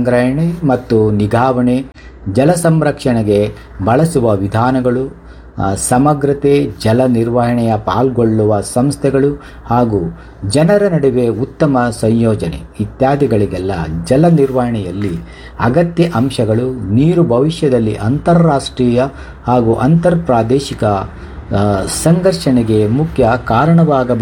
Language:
Kannada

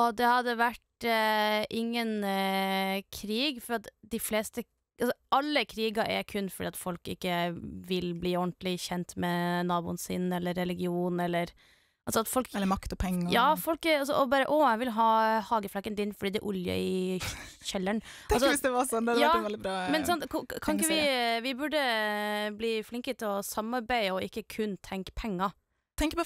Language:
Norwegian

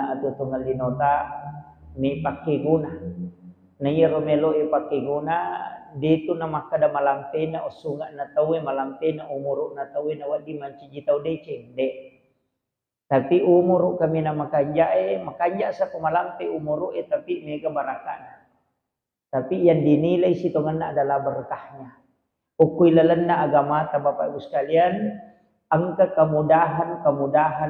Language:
Buginese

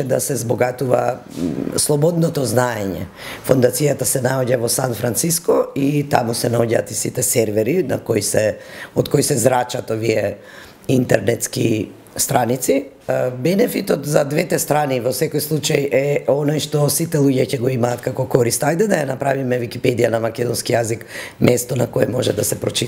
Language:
Macedonian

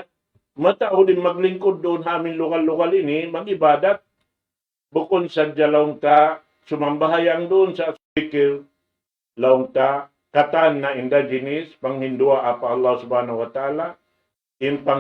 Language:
Tausug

